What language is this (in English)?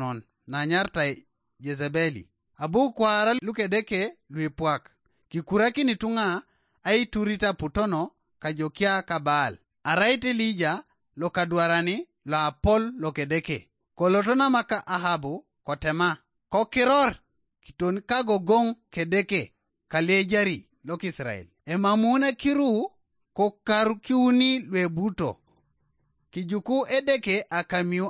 Teso